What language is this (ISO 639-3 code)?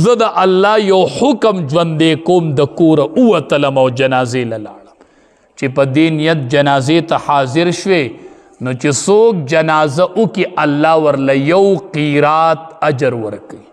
pus